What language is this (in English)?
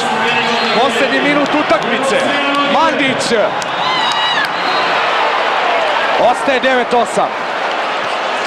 Serbian